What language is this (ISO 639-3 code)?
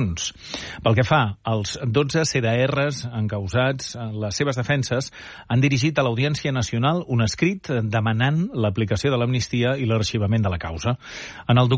cat